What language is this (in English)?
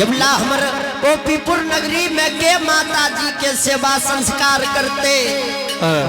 Angika